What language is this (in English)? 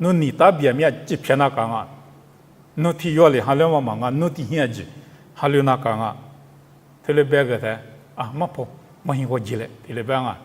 Lisu